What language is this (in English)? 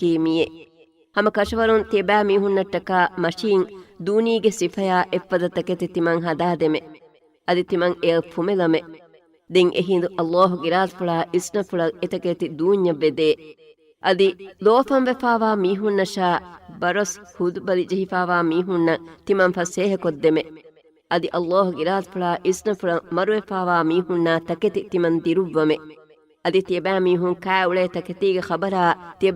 Divehi